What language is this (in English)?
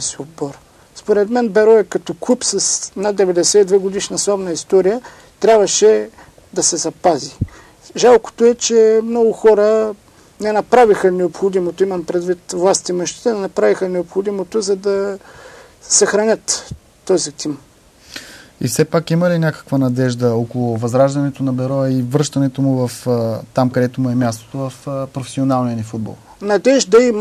Bulgarian